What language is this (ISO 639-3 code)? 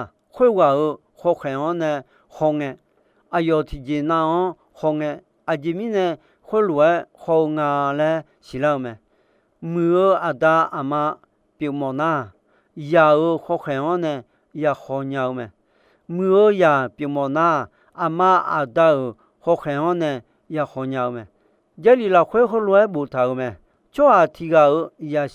ahk